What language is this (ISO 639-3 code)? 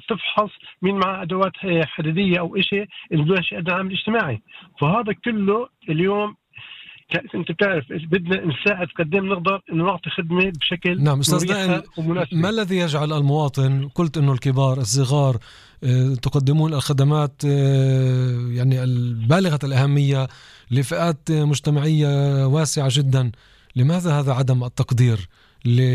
apc